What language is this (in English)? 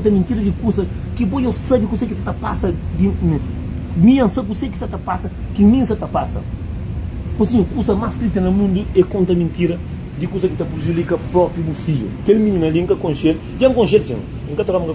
Kabuverdianu